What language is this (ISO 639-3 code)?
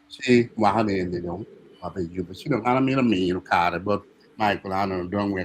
ach